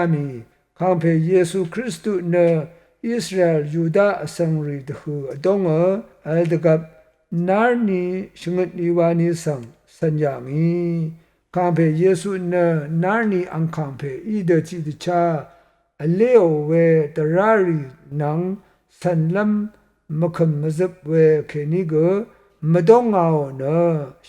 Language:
Rawang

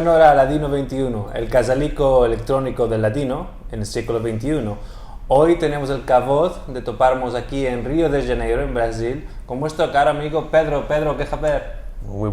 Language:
Ladino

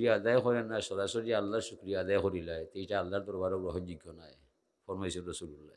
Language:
Sylheti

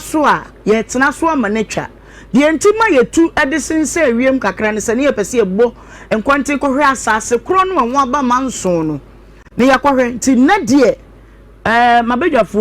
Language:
Akan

